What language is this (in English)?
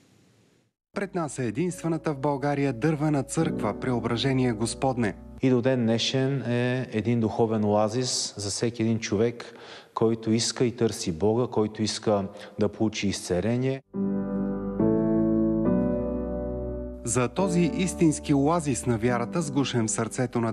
Bulgarian